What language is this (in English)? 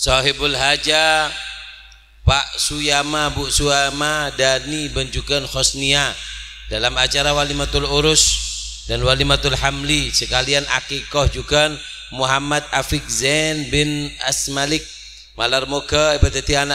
Madurese